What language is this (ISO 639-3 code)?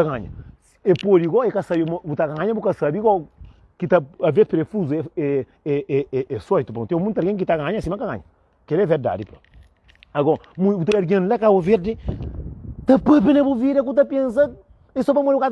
kea